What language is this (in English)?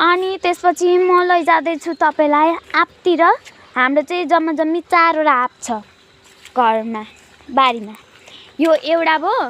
Nepali